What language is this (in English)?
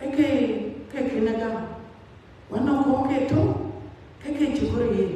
Dinka